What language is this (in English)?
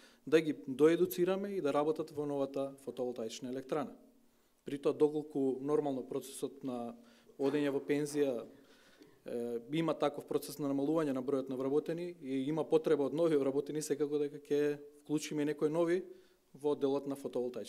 Macedonian